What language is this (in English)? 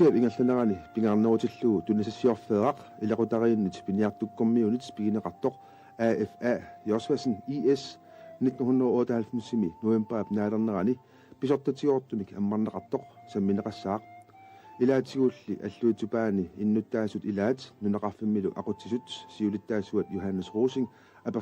Kalaallisut